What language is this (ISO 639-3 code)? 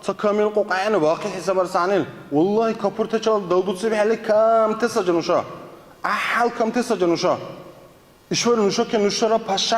dar